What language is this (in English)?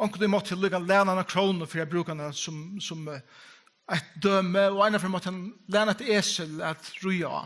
Faroese